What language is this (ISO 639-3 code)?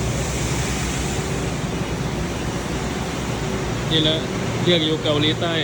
lao